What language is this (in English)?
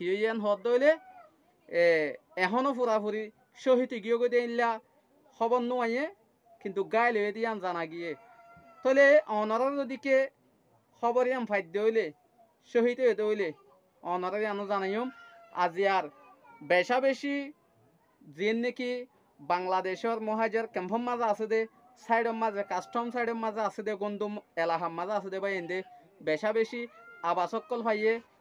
Rohingya